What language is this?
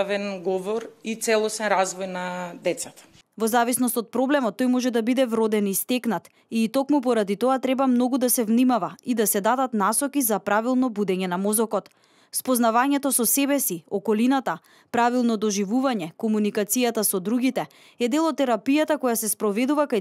Macedonian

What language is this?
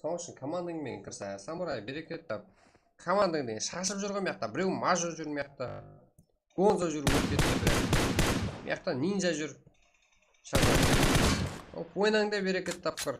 Kara-Kalpak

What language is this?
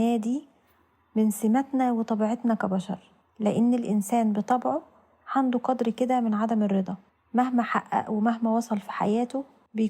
Egyptian Arabic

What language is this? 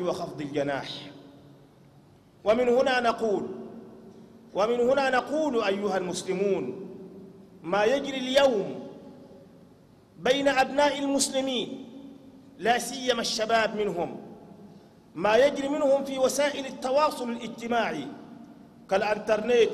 Arabic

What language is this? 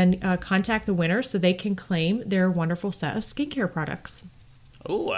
English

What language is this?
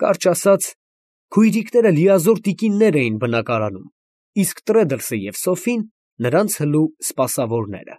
Armenian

